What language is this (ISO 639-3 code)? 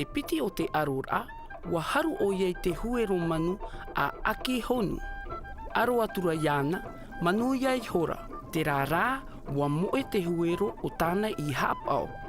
tah